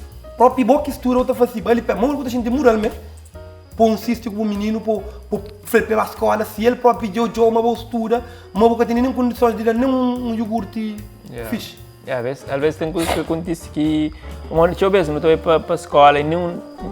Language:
Kabuverdianu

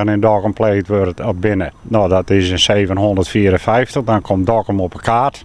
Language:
Western Frisian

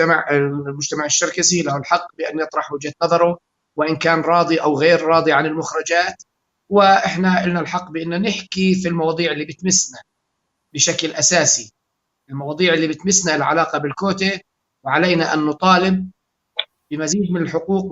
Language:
North Levantine Arabic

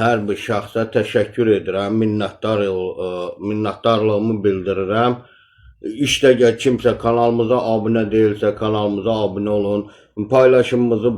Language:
Azerbaijani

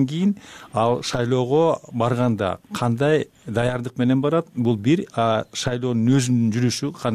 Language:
Kyrgyz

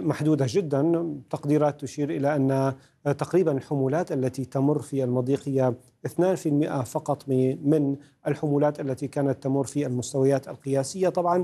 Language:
Arabic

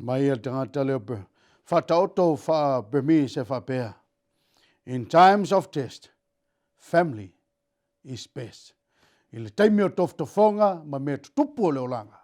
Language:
Samoan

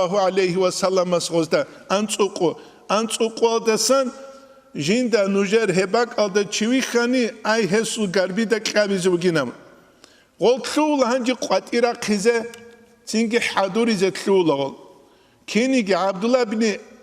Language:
Avaric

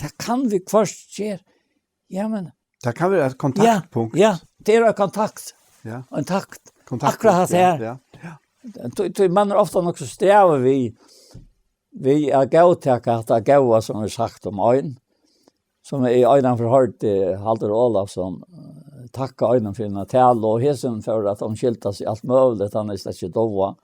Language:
Faroese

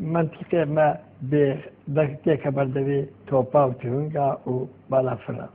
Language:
Kurdish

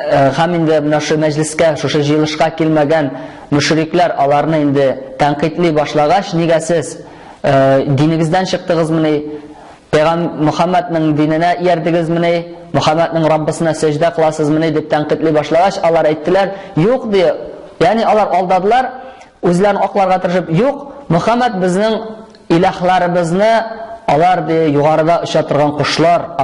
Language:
Tatar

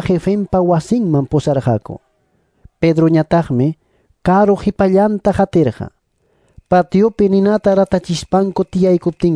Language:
Ayacucho Quechua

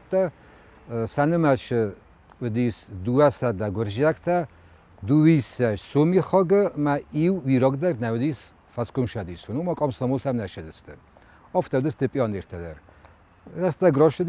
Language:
Ossetic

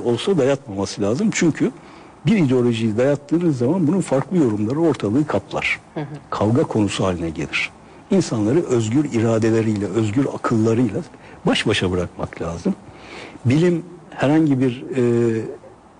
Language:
Turkish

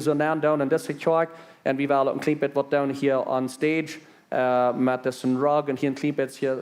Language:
Plautdietsch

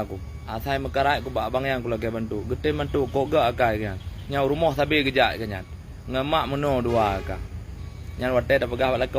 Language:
Achinese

